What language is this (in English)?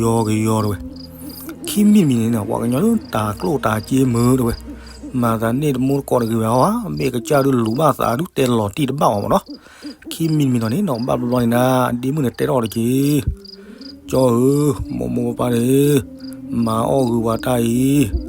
S'gaw Karen